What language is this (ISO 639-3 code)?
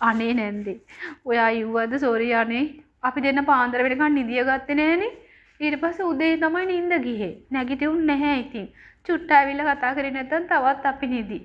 sin